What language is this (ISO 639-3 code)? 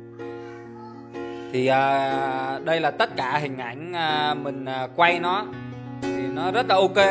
vie